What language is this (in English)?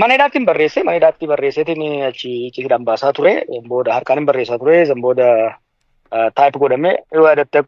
Oromo